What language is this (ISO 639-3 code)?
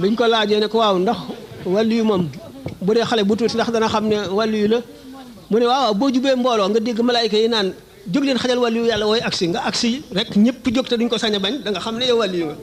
wol